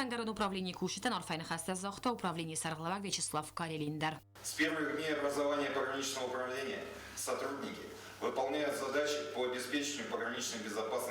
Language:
Ossetic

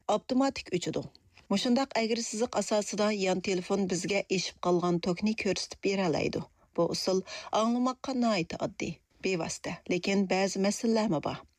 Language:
Uyghur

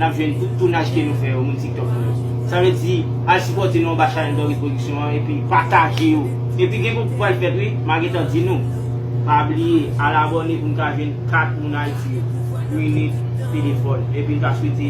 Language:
Haitian Creole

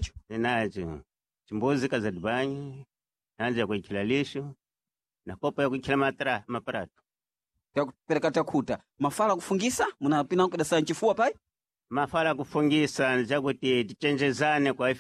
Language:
Sena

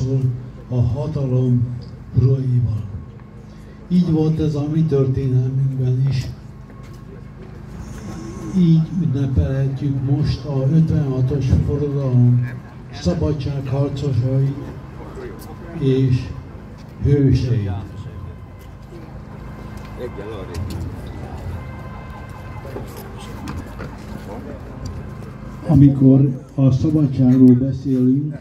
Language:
Hungarian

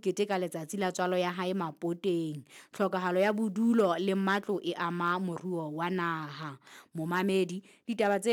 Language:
Southern Sotho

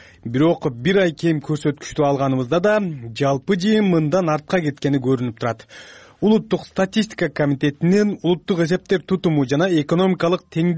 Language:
Kyrgyz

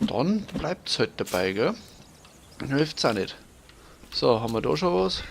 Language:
Bavarian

